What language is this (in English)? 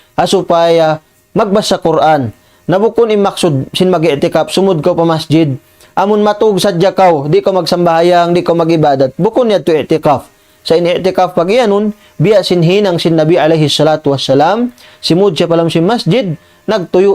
Tausug